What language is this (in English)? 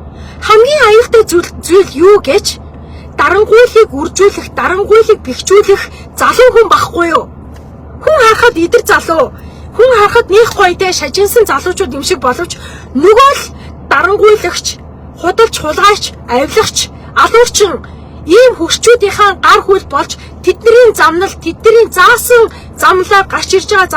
Mongolian